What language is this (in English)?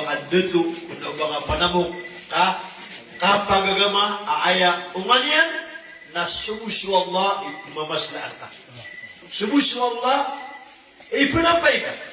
Maranao